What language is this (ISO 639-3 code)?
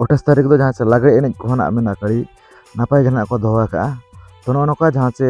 sat